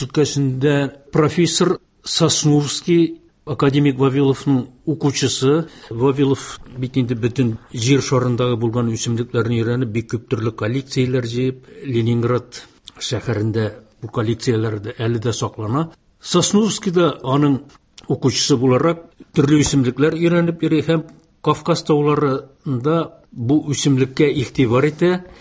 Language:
Tatar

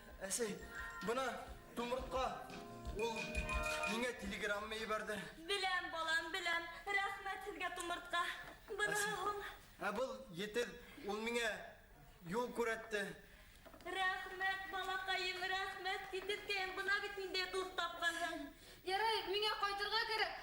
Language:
Bashkir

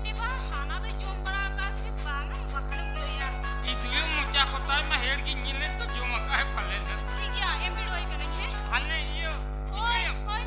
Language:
Santali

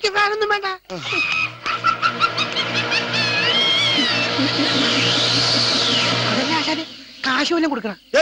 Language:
Malayalam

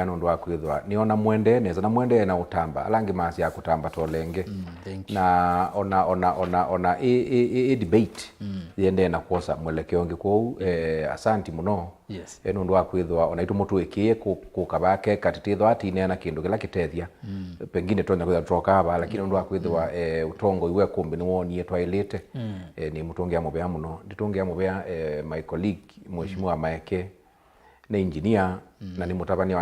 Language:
Kamba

